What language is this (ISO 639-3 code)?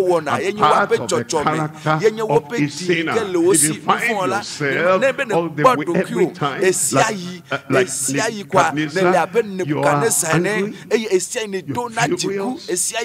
ewe